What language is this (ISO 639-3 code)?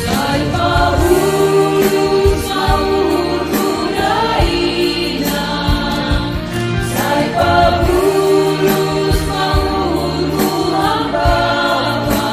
bts